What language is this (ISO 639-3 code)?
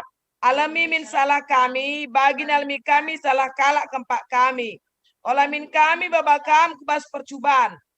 btx